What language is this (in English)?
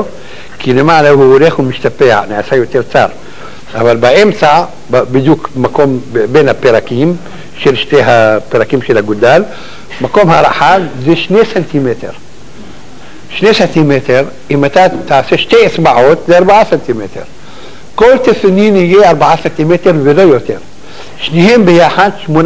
Hebrew